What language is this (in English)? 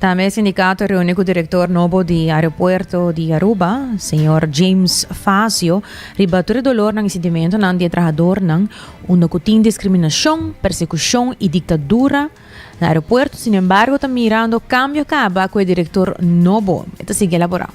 Papiamento